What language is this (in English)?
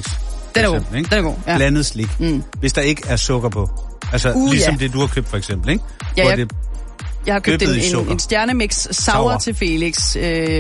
Danish